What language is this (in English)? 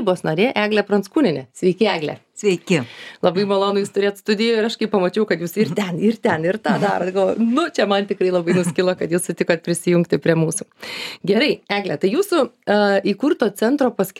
Lithuanian